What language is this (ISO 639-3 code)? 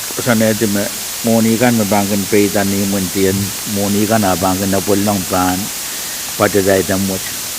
pon